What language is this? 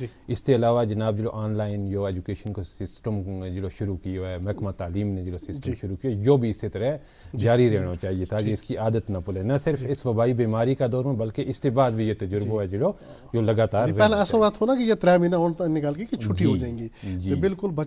Gujari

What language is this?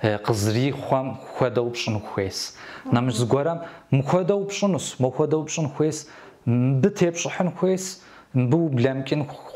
Kabardian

